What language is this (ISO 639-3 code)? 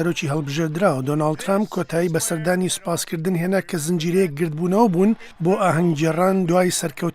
ckb